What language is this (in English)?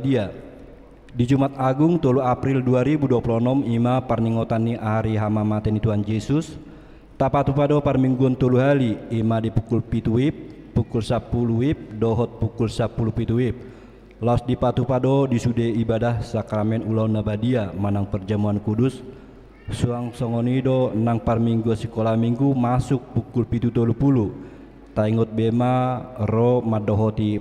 Batak Toba